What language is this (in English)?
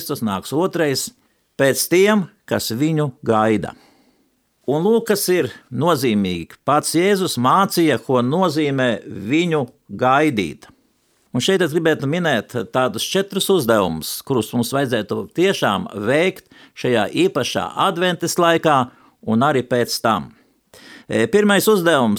Latvian